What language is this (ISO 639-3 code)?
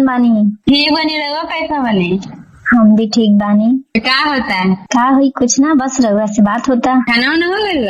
bho